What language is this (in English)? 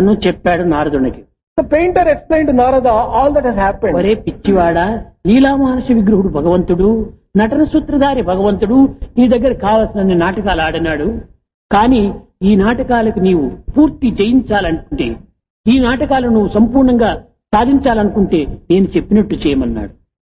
Telugu